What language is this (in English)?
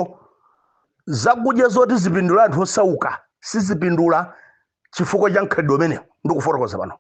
Nyanja